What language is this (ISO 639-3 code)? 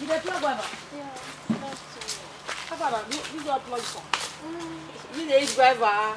pcm